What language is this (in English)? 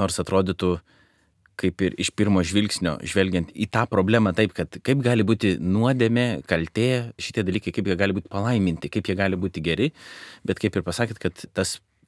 Lithuanian